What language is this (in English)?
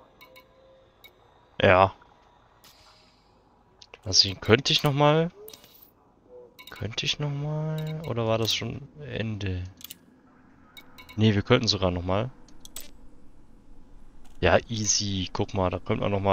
German